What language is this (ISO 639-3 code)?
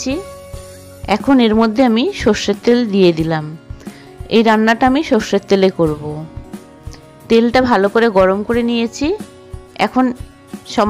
ben